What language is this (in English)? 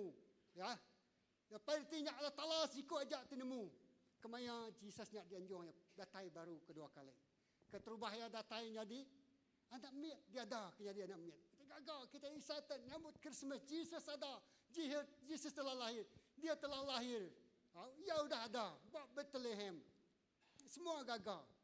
Iban